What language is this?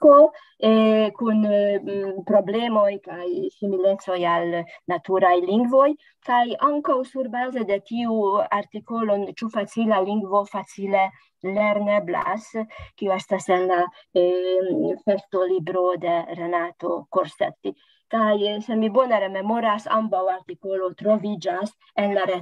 Esperanto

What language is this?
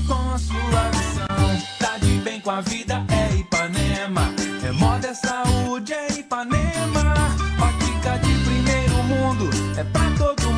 Portuguese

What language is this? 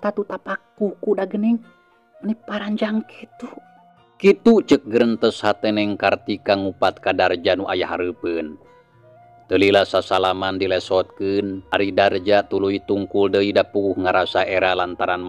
Sundanese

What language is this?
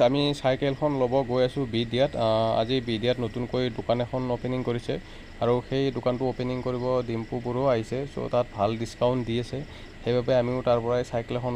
Assamese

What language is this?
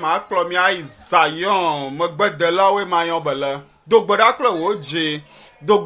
Ewe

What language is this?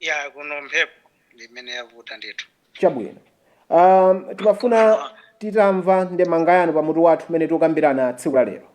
Nyanja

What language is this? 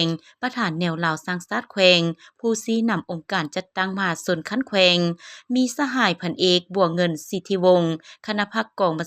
Lao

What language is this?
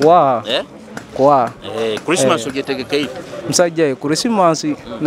Nyoro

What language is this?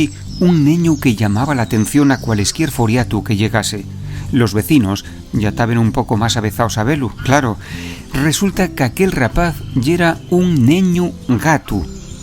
Asturian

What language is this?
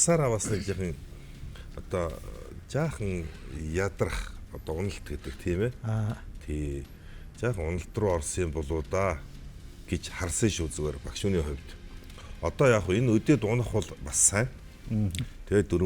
Mongolian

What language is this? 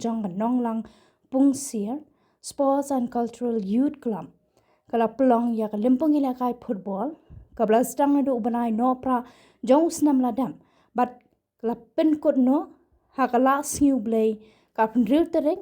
Khasi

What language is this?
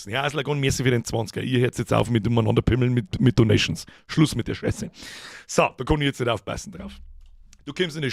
Bavarian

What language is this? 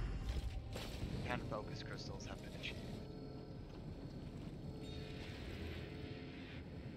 English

